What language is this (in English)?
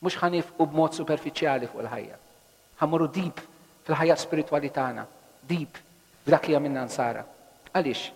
Maltese